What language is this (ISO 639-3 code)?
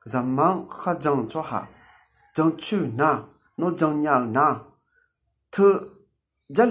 ahk